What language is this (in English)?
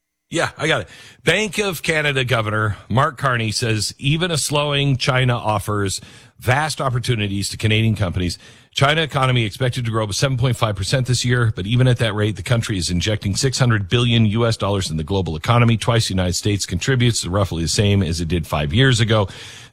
English